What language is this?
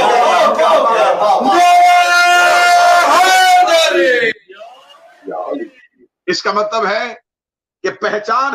Urdu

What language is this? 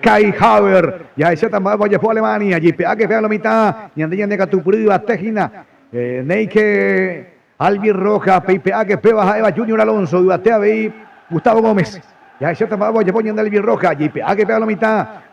Guarani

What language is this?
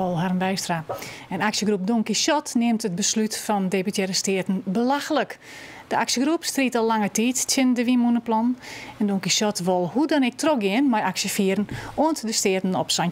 Western Frisian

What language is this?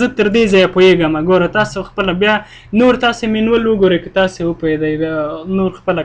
Pashto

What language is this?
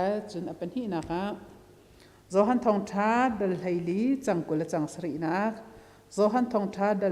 Hakha Chin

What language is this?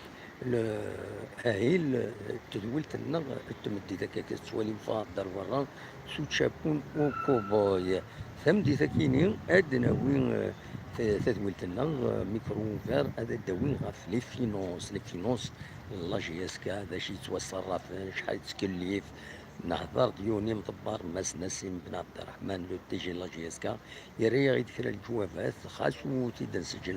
Kabyle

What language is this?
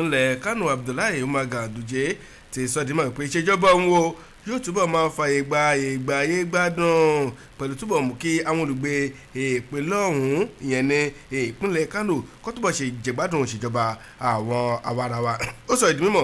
Yoruba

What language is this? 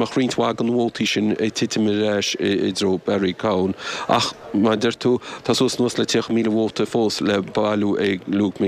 Irish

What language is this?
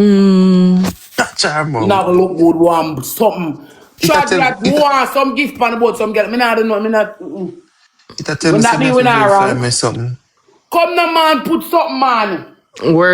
Jamaican Creole English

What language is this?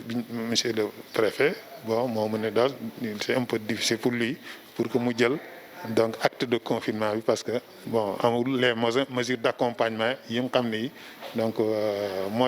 Wolof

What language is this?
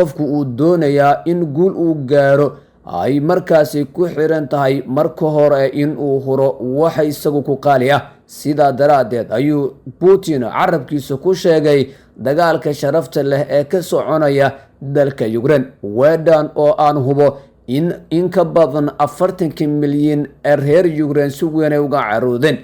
Somali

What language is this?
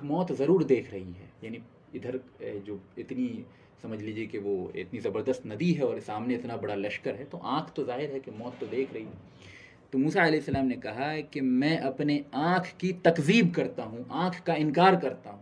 Urdu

